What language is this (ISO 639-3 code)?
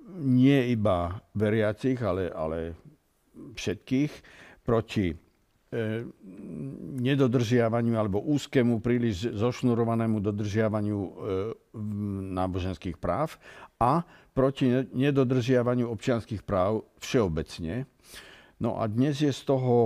slk